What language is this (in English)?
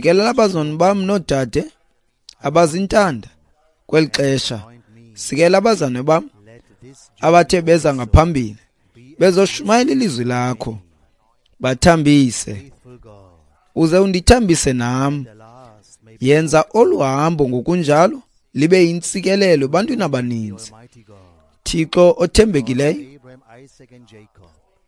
Xhosa